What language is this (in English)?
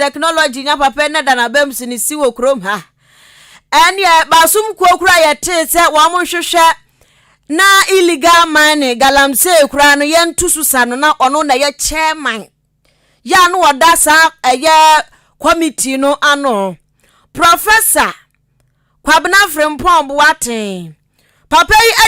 Akan